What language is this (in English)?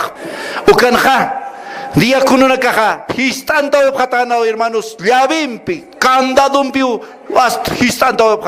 Aymara